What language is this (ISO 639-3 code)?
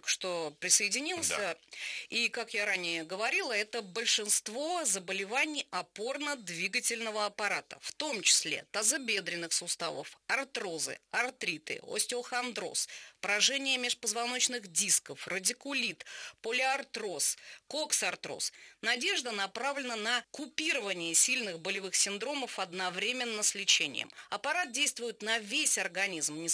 rus